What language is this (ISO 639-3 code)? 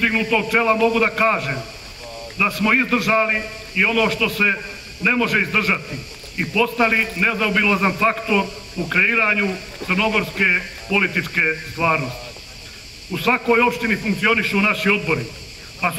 srp